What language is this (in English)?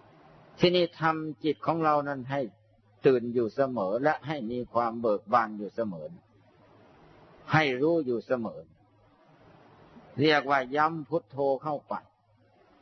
Thai